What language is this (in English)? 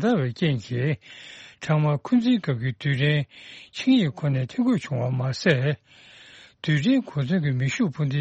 Tibetan